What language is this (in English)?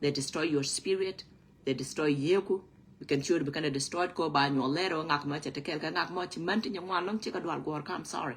Nuer